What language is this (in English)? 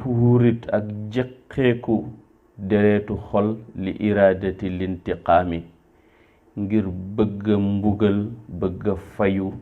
Wolof